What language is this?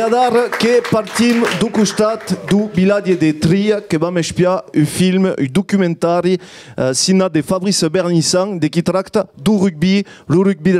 Occitan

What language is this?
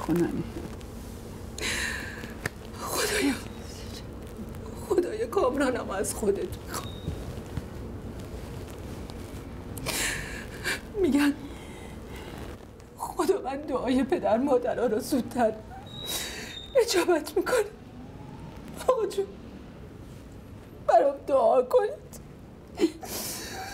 Persian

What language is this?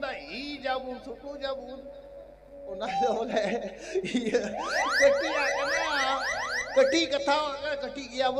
Santali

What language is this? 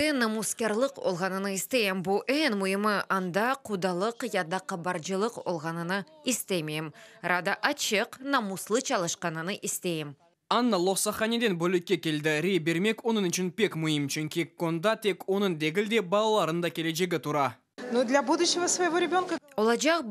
Crimean Tatar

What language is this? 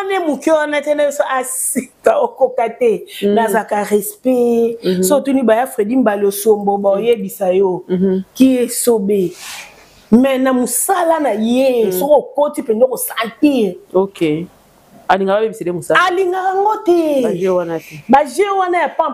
Lingala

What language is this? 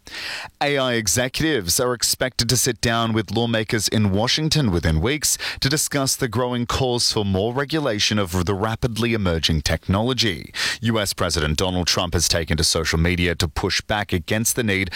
English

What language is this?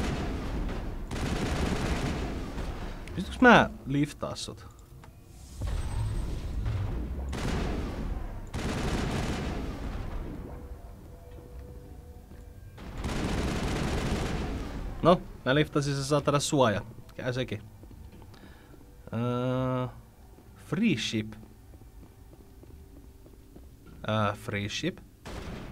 Finnish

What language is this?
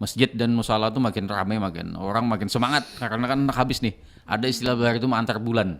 Banjar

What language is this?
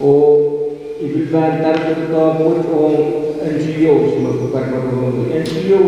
Pohnpeian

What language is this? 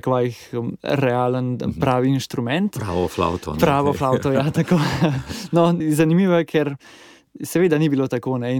Slovenian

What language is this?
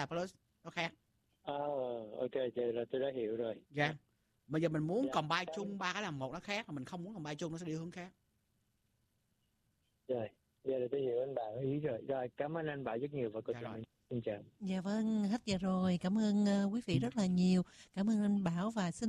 Vietnamese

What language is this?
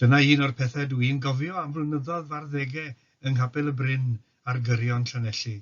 Welsh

